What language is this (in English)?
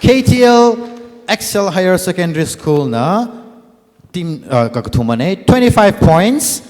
Tangkhul Naga (India)